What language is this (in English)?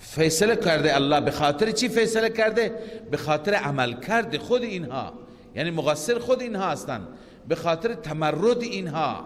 Persian